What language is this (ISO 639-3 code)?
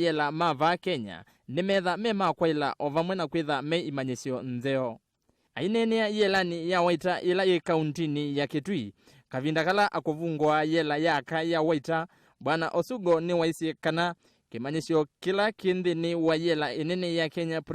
kam